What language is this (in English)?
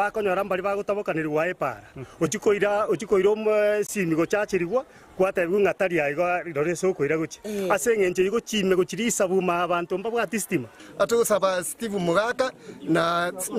Gusii